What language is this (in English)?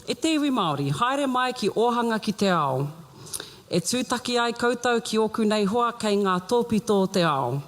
Māori